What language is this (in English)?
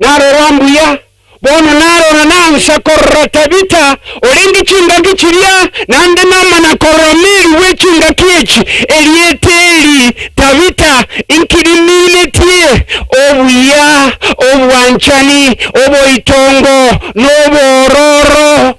Gusii